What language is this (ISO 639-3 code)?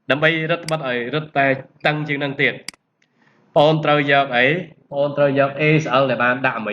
khm